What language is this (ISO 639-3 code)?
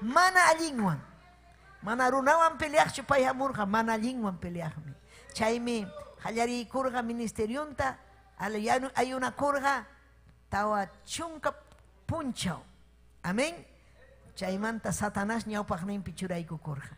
quy